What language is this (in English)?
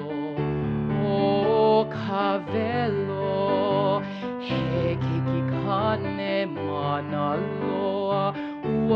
Hawaiian